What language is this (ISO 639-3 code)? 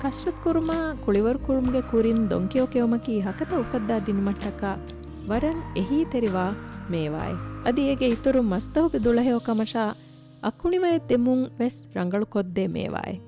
div